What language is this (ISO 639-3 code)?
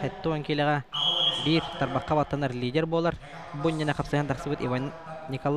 sah